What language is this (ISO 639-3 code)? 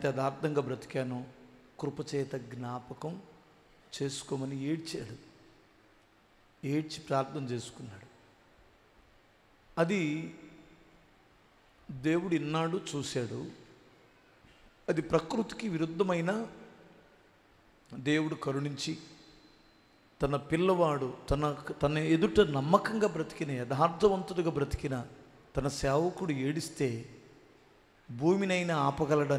tel